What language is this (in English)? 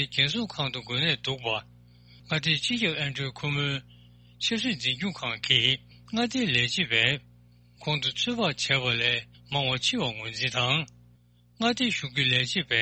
Tibetan